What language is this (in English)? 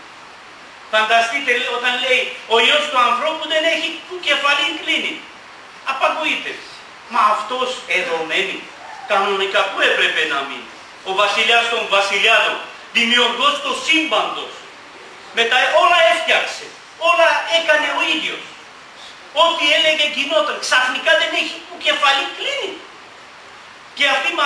Greek